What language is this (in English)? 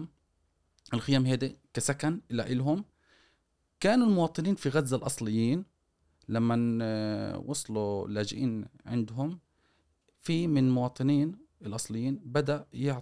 Gulf Arabic